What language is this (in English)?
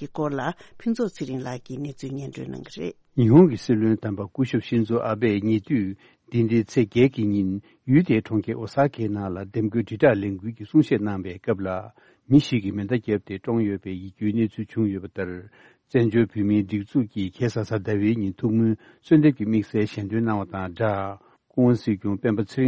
Tibetan